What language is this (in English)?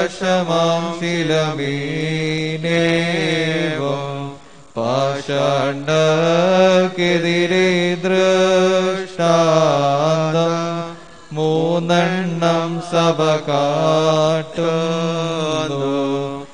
Malayalam